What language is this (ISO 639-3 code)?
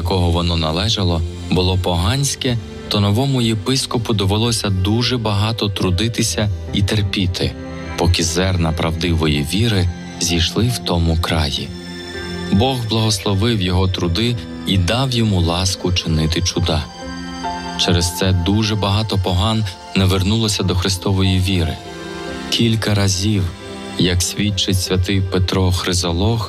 ukr